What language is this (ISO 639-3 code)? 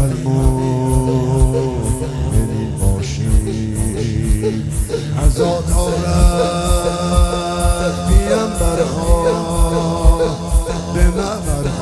fas